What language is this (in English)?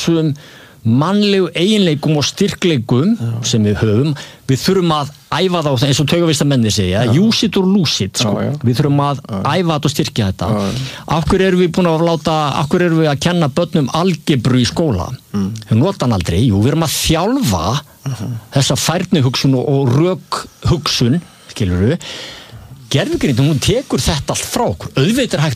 Icelandic